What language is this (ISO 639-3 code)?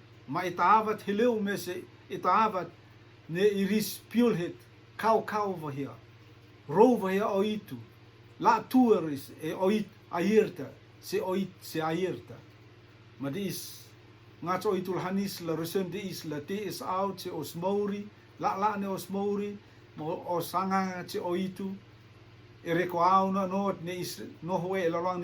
rtm